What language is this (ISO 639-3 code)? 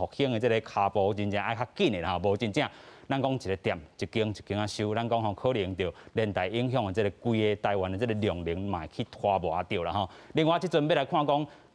nan